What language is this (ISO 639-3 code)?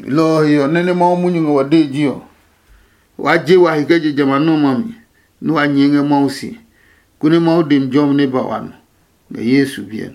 ada